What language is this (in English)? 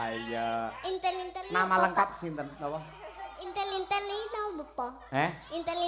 Javanese